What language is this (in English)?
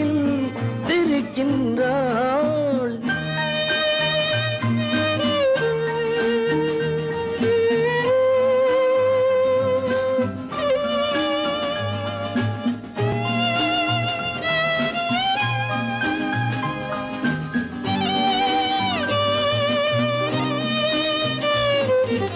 Tamil